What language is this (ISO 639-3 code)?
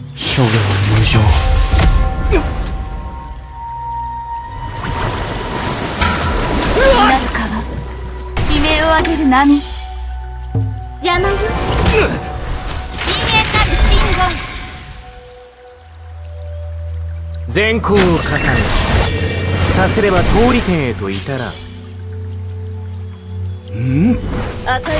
jpn